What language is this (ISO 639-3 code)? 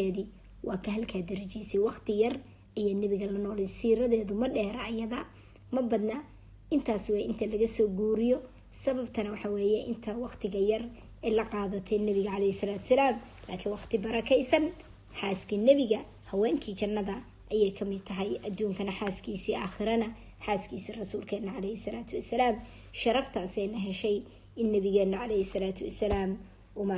som